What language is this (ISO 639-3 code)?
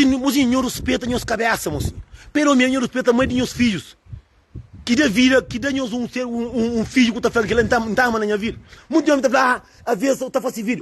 kea